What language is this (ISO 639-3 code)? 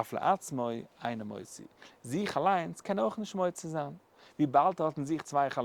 yid